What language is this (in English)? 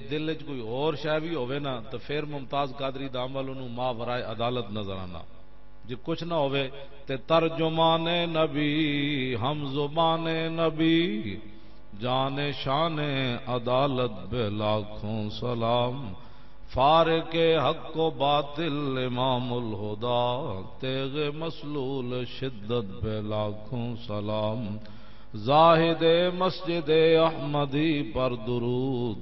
Western Panjabi